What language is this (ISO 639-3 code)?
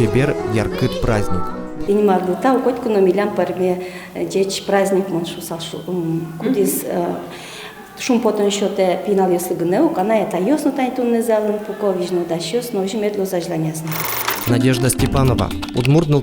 udm